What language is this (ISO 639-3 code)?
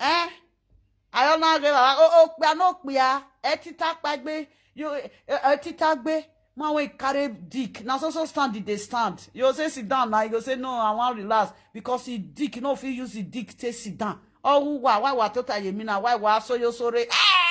pcm